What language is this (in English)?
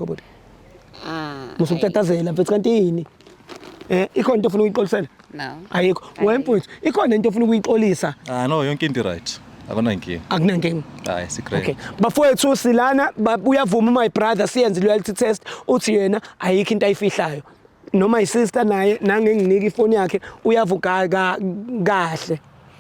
Zulu